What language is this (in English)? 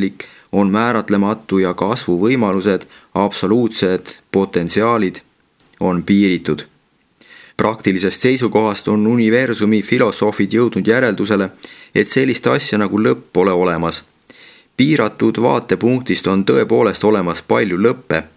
Estonian